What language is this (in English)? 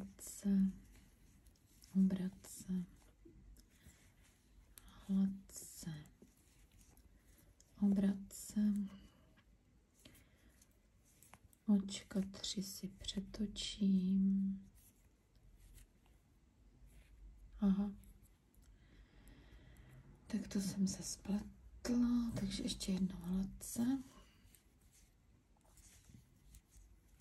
Czech